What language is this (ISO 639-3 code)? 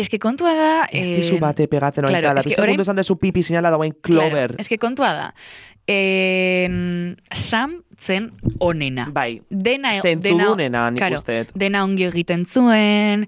eus